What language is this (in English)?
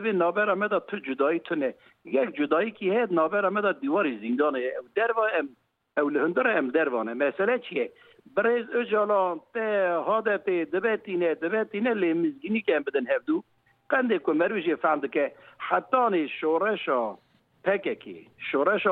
Kurdish